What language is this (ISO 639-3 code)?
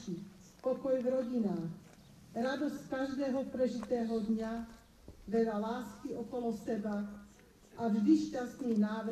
slk